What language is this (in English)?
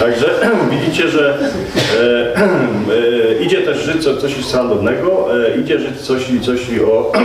Silesian